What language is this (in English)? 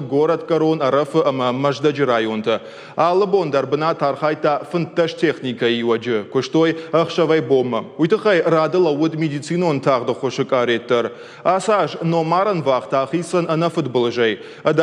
Ossetic